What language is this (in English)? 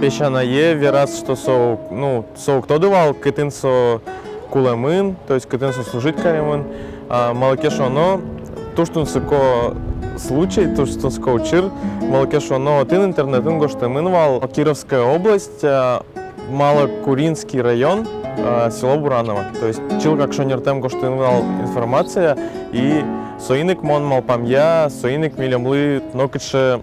Udmurt